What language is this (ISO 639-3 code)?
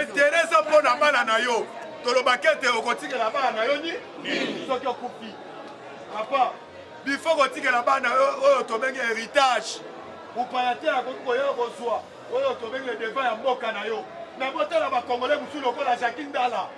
lin